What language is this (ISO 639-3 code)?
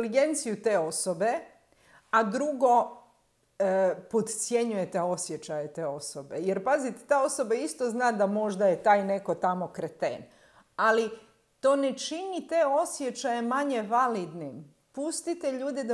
hrv